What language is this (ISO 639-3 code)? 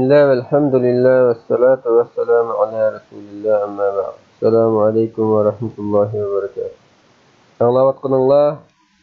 uig